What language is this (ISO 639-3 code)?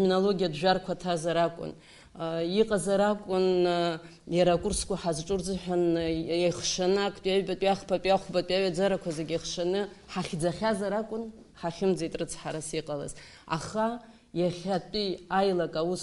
abk